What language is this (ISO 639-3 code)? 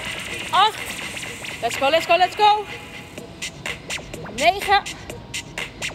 nld